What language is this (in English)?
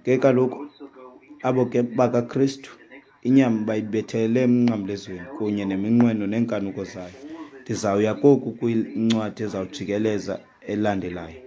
Xhosa